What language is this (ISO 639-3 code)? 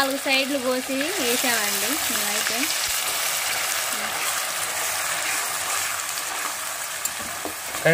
tel